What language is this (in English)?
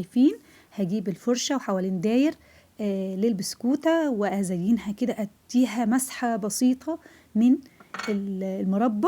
Egyptian Arabic